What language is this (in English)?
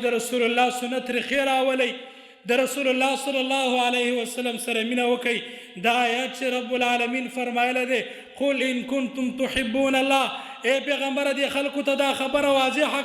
Pashto